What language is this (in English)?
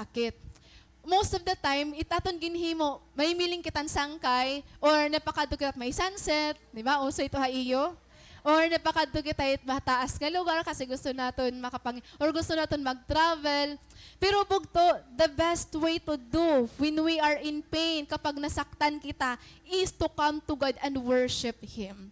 Waray